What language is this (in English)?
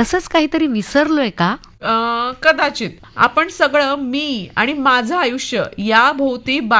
Marathi